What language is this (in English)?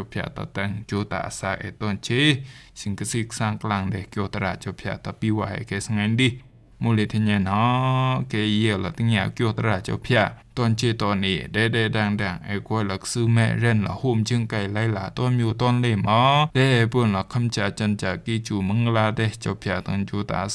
Rumai Palaung